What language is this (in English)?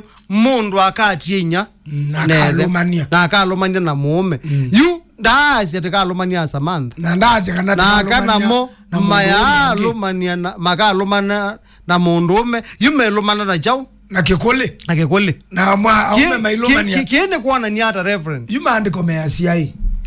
Kamba